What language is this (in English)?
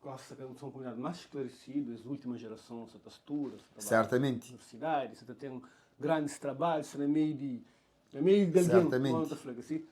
Kabuverdianu